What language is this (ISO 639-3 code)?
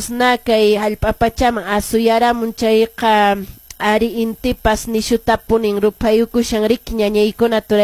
que